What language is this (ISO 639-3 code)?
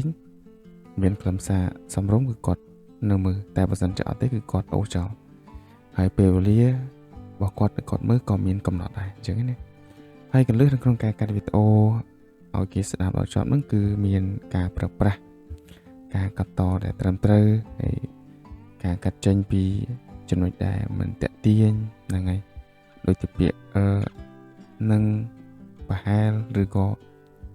khm